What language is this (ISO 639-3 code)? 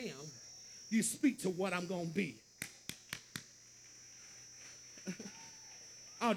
eng